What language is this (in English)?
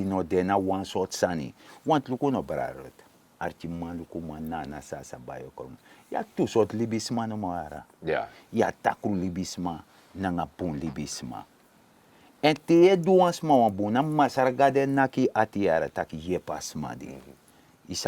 Sranan Tongo